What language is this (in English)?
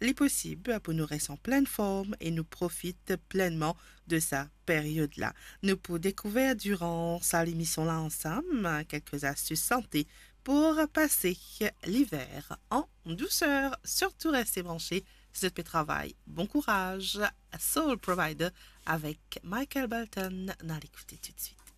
Morisyen